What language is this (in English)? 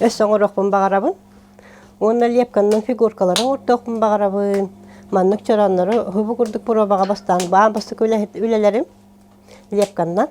Yakut